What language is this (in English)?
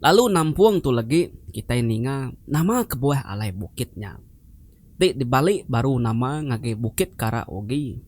Iban